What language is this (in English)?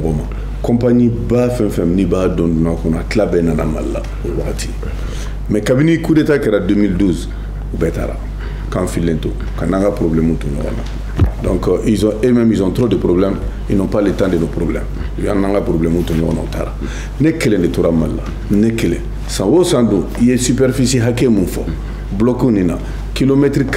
Bambara